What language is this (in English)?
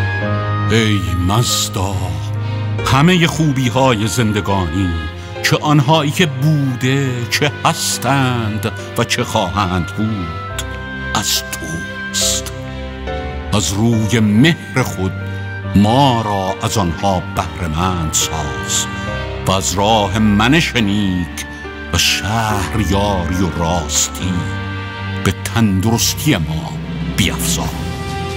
Persian